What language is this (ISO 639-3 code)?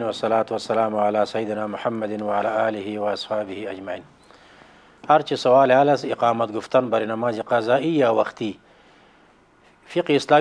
fas